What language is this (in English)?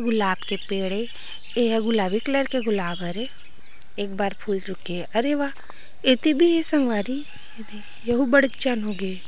Chhattisgarhi